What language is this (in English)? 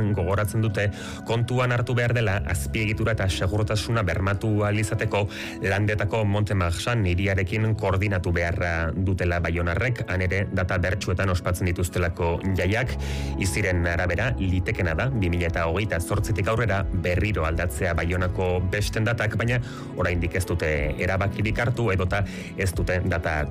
Basque